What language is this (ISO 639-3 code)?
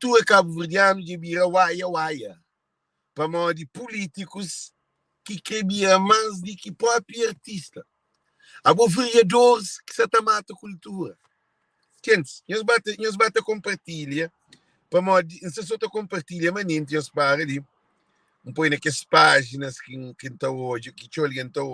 kea